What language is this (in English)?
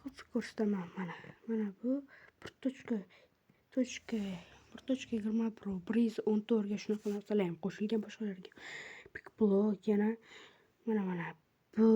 Uzbek